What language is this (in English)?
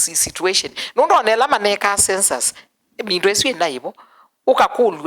Kamba